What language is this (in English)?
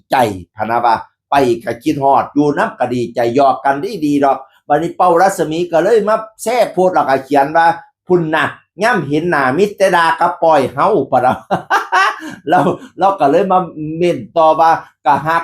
Northeastern Thai